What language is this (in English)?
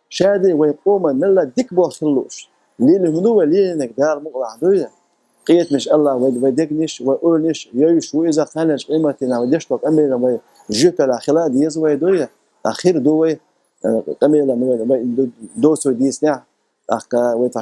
Chechen